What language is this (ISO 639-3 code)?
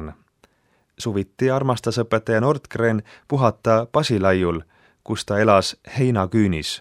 est